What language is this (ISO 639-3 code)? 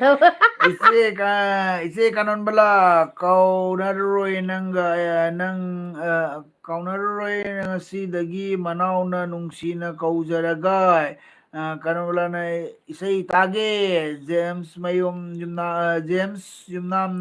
mni